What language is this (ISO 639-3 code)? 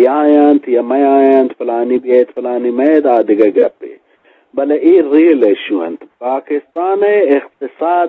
bgp